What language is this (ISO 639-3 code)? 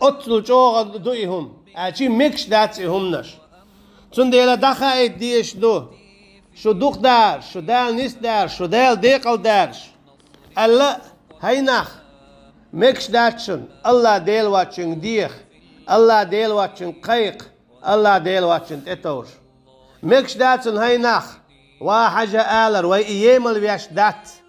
che